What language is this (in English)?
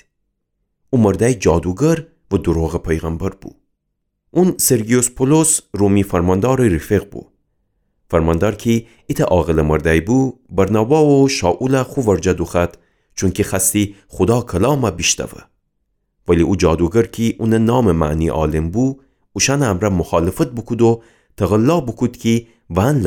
Gilaki